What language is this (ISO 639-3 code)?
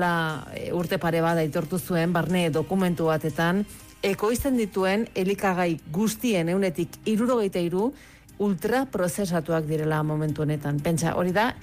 eus